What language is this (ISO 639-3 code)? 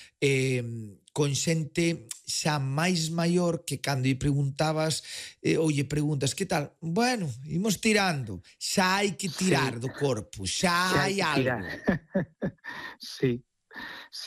glg